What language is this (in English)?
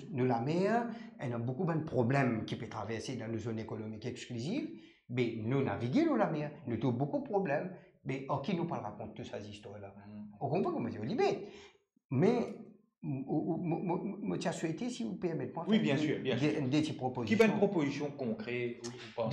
Morisyen